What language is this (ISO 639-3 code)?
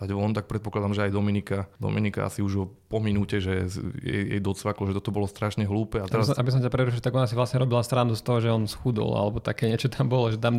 slk